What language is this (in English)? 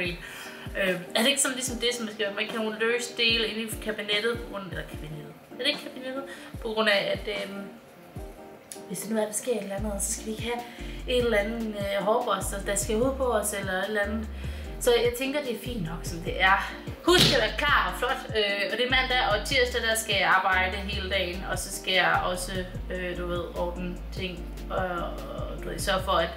Danish